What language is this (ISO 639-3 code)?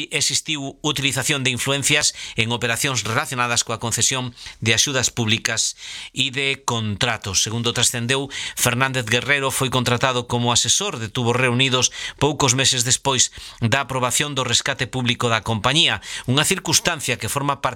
glg